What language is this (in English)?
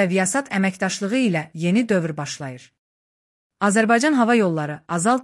Azerbaijani